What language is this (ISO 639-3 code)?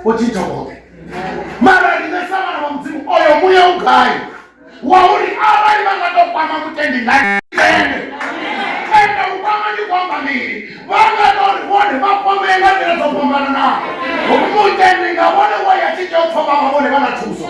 ven